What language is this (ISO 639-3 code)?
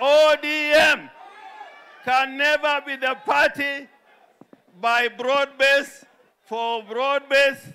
kam